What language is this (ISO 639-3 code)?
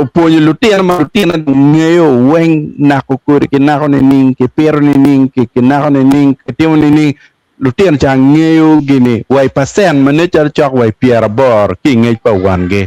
ach